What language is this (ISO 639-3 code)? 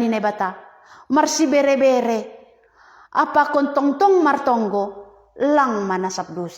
bts